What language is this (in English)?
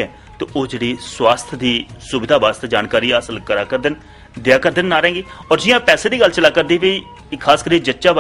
Dogri